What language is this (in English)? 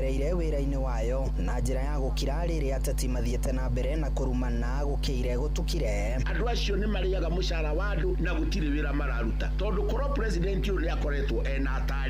Kikuyu